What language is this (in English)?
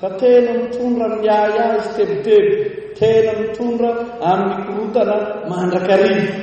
Malagasy